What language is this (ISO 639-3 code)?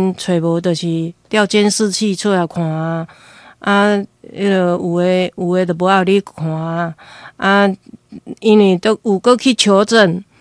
nan